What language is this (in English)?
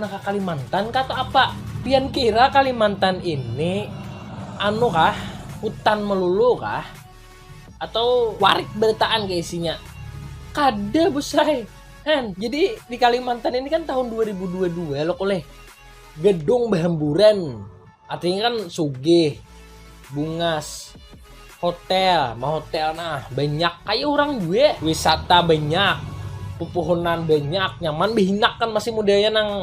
Banjar